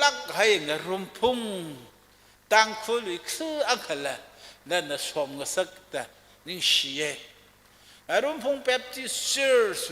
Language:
Tangkhul Naga (India)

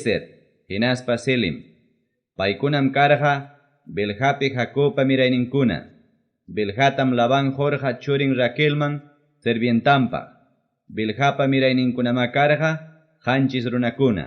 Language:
Ayacucho Quechua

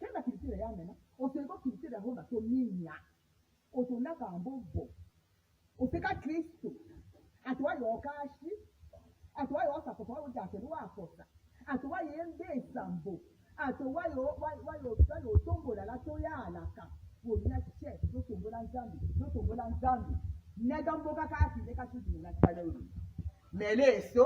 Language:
Tetela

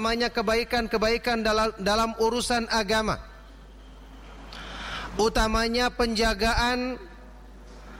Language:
Indonesian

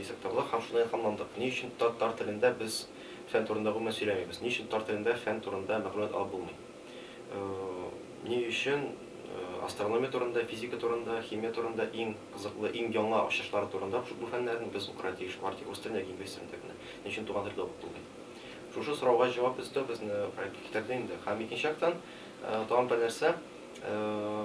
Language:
Tatar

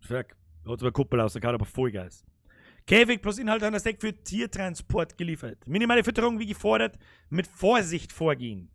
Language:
Bavarian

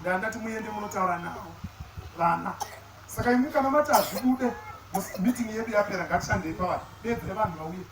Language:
Shona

